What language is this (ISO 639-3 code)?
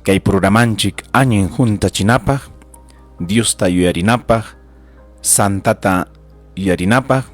quy